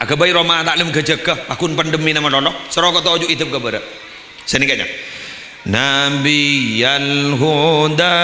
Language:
Madurese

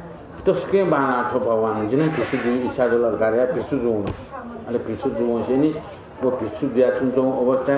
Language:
Newari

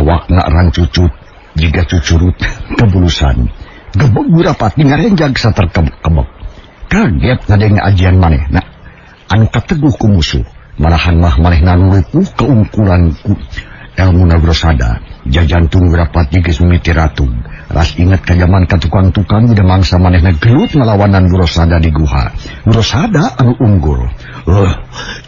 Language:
Sundanese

